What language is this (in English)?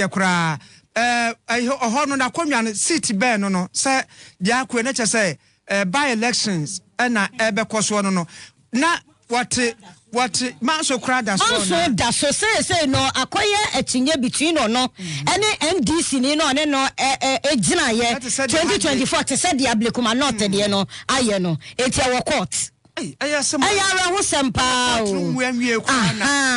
Akan